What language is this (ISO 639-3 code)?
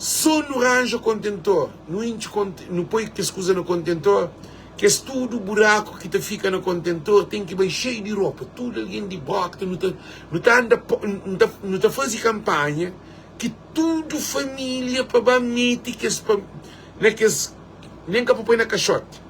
kea